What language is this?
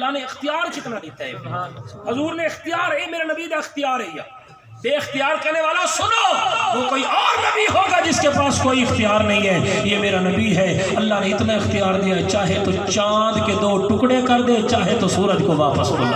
Saraiki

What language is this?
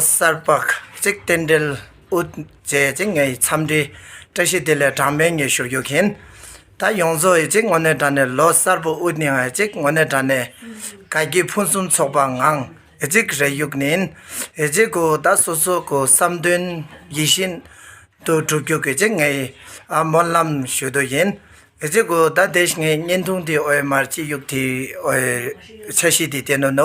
Tibetan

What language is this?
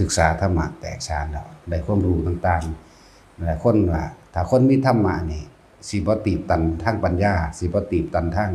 Northeastern Thai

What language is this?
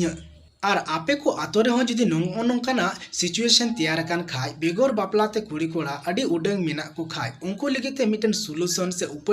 Santali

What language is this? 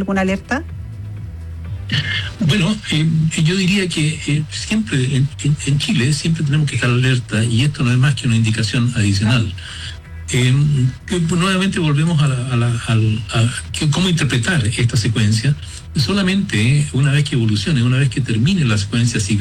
Spanish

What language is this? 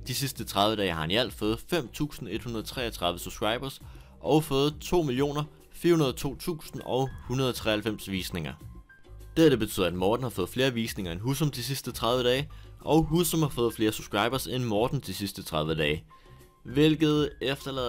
Danish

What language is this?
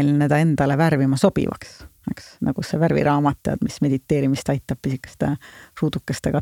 Estonian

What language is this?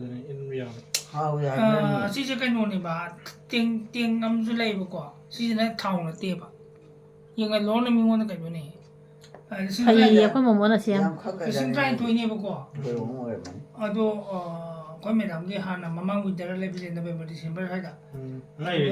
Manipuri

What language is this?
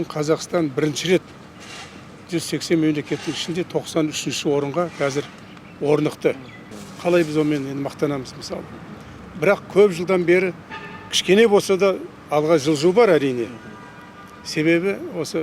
Kazakh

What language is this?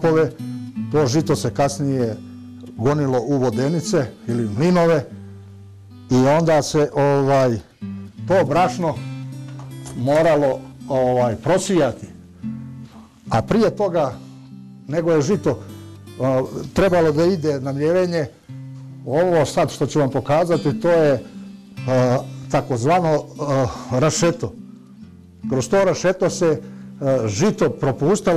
Bosnian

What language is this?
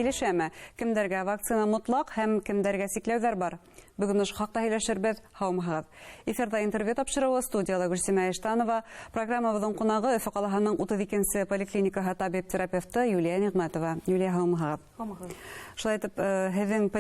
Bashkir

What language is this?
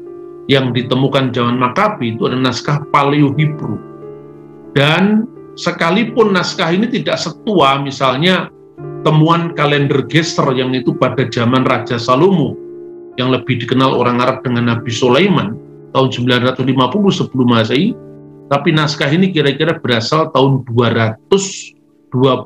Indonesian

